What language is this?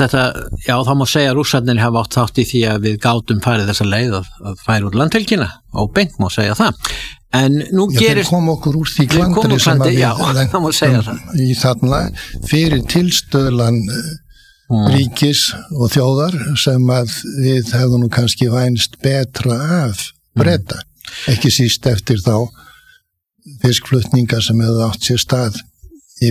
Icelandic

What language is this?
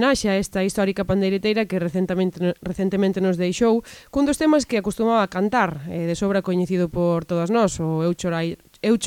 Galician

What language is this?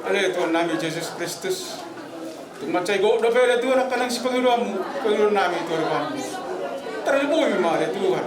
Batak Toba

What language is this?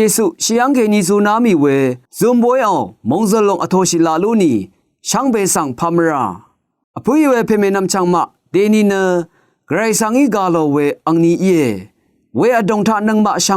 Rawang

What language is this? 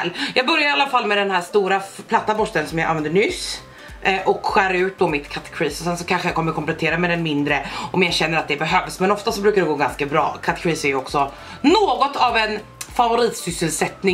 Swedish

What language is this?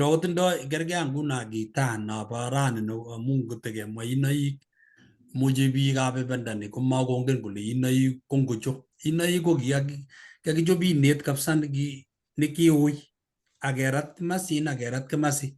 Kalenjin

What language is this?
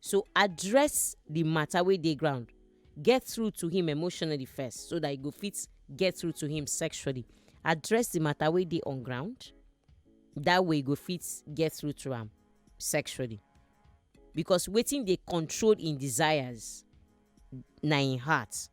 Nigerian Pidgin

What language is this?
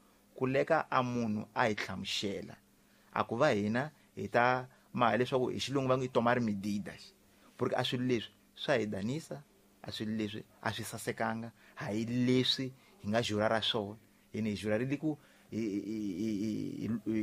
Tsonga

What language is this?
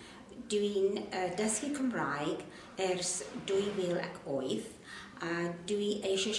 Welsh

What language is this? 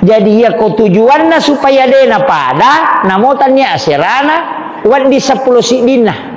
Buginese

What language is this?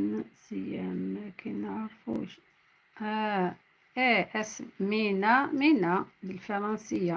Algerian Arabic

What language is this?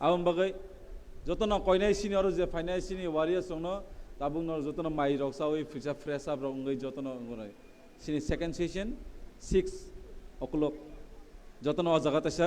Kok Borok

